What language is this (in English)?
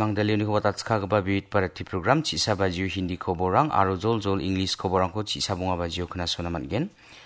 Garo